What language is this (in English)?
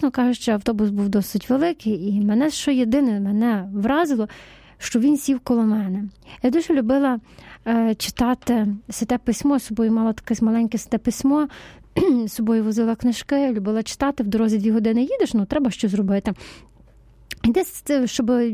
Ukrainian